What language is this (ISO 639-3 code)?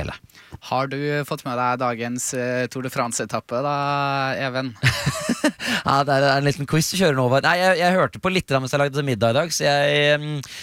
nor